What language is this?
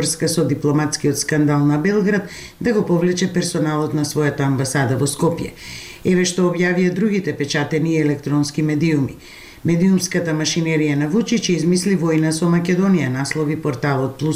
Macedonian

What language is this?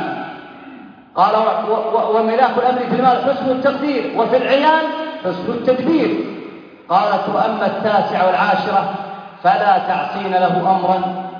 Arabic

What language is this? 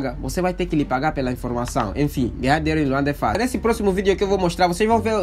Portuguese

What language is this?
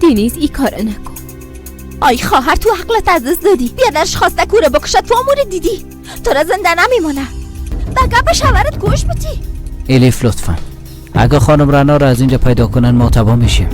Persian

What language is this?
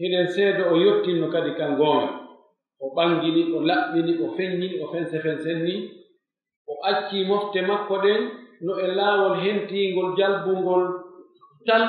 Pular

